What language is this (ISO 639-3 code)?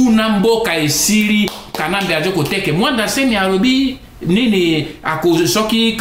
lin